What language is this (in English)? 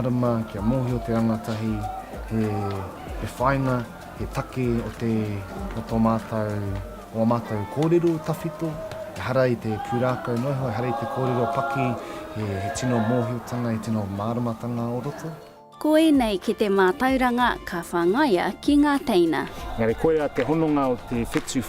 Māori